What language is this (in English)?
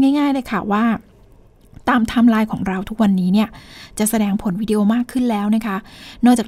Thai